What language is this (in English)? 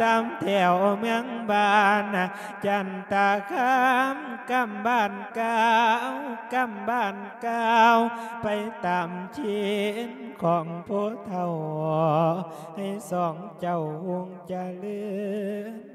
Lao